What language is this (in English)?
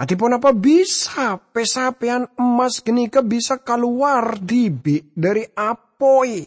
Madurese